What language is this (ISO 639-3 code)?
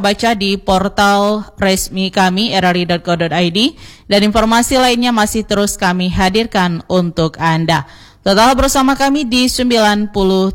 ind